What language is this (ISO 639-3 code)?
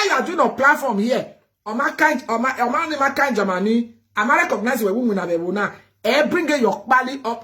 pcm